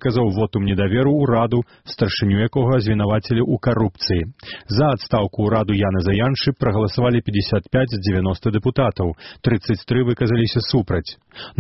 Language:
Belarusian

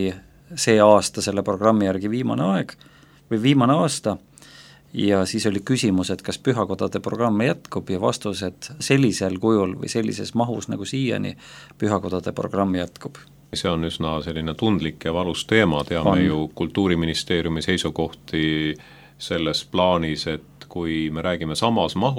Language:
Estonian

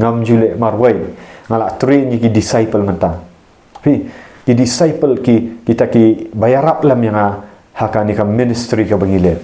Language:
Khasi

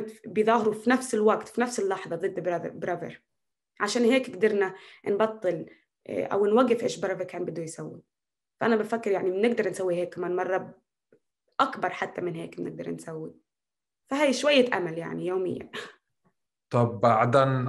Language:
North Levantine Arabic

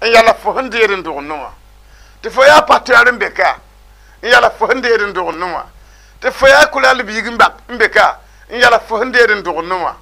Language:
Mossi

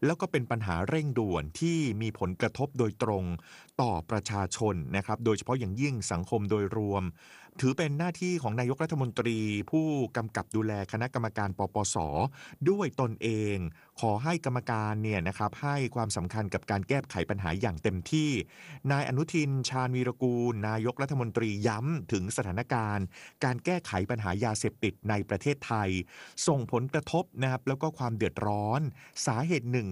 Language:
Thai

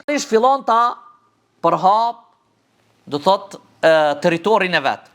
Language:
Albanian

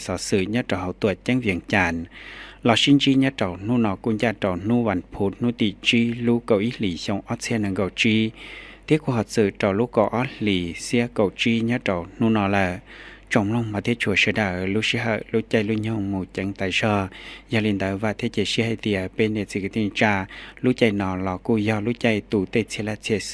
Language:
Hmong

